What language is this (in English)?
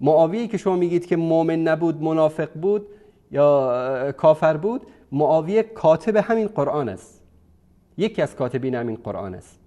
Persian